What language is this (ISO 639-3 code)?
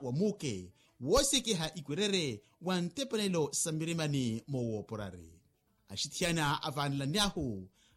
vmw